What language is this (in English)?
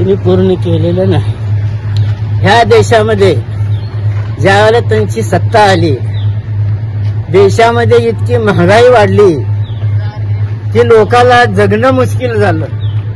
Marathi